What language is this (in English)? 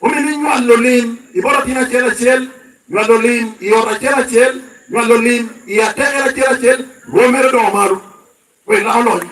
Lango (Uganda)